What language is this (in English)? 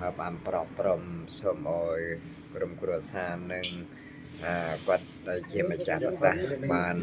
Khmer